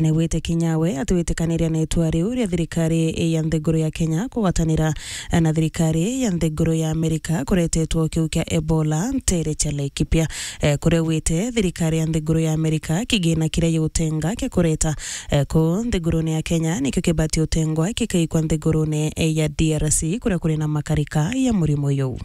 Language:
Meru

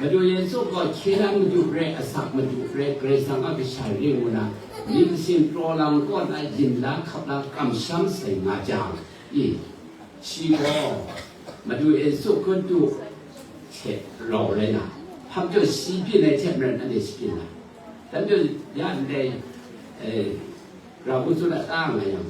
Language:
Kachin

